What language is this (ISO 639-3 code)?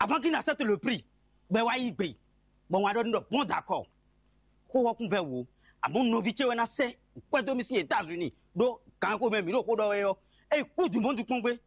fon